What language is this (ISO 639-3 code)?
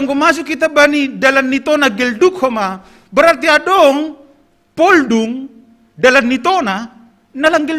bts